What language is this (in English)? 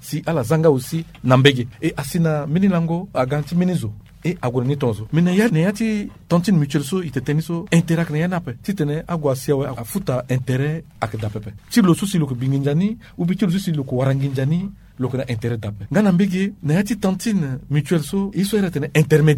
Sango